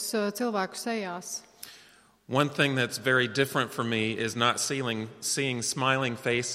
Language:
Latvian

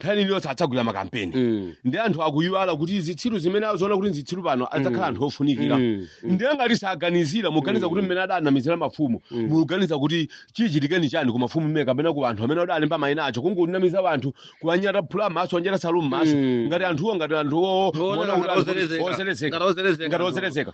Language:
Nyanja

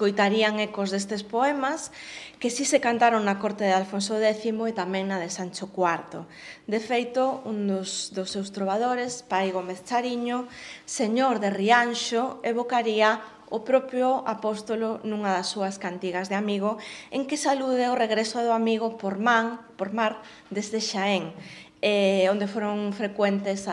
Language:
Galician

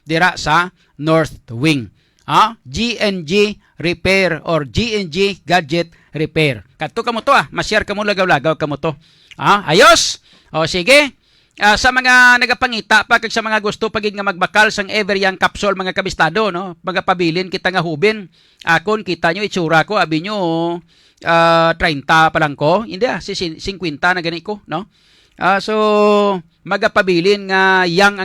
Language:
Hiligaynon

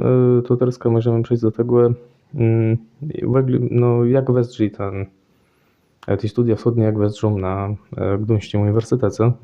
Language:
Kashubian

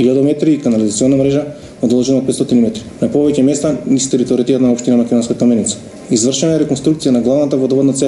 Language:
Macedonian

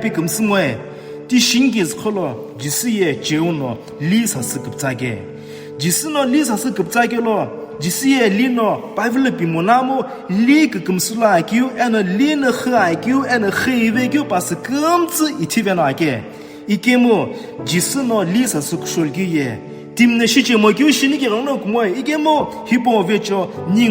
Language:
Sumi Naga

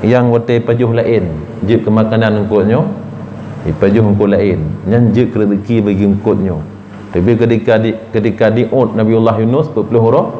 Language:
Achinese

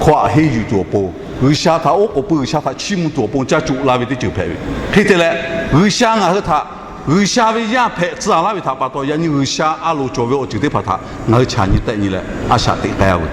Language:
Lahu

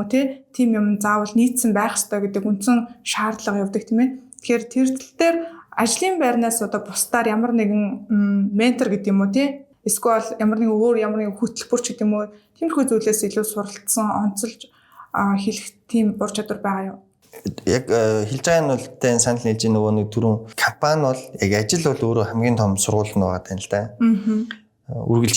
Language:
Mongolian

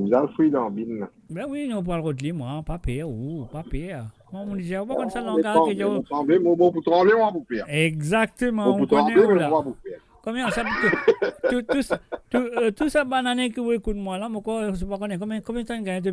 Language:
Morisyen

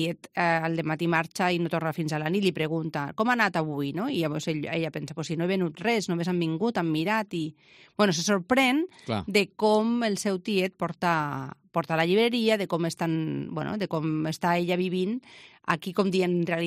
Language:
Catalan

